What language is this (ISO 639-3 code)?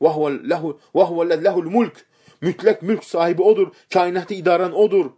aze